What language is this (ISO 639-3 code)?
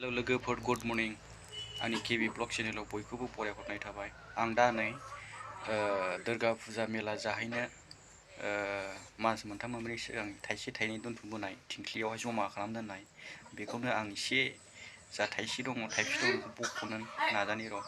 brx